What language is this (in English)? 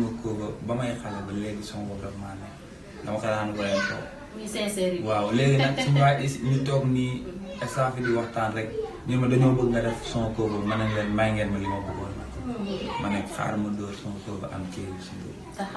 Wolof